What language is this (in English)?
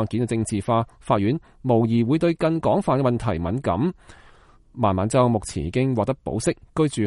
Cantonese